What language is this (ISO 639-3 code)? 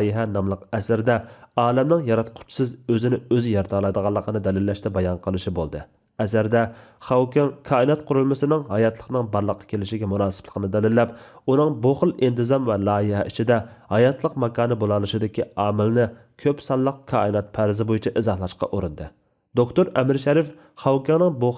uig